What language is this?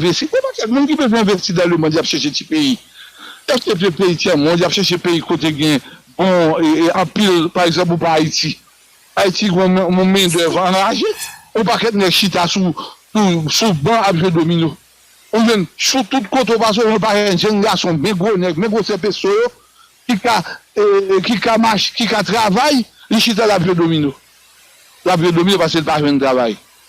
Haitian Creole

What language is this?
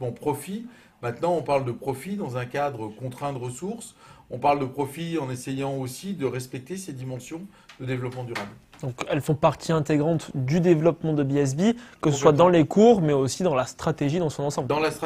French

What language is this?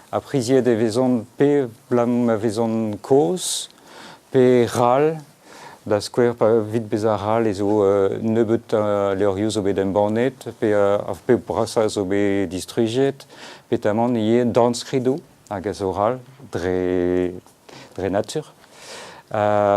Breton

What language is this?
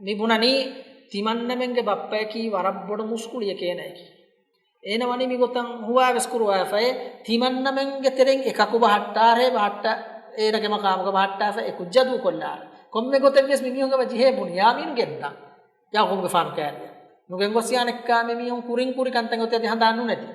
Divehi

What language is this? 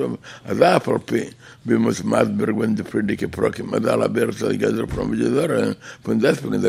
Yiddish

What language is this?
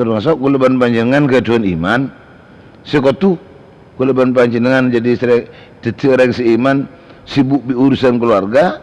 Madurese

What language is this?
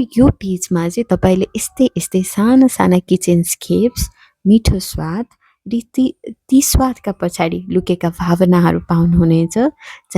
Nepali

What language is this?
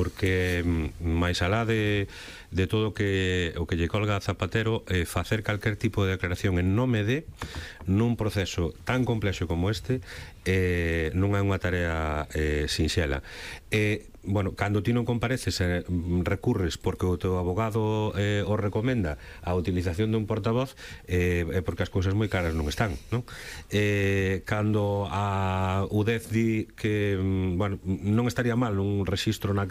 Galician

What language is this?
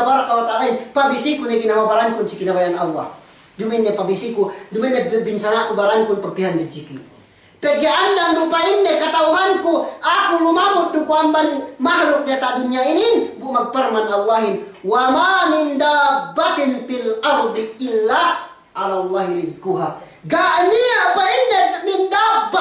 Yakan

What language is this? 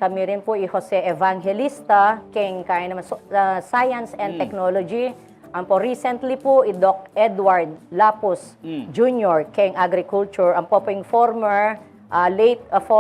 Pampanga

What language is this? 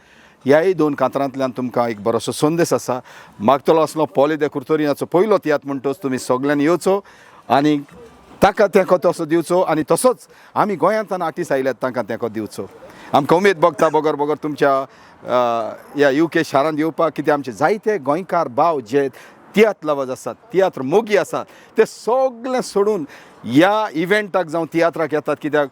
Konkani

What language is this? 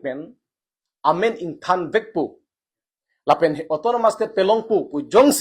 Karbi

